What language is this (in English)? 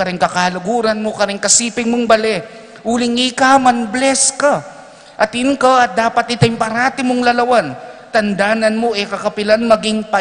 Pampanga